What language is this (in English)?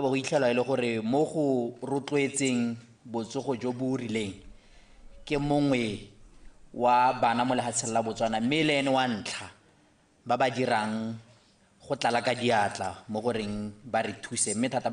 Tswana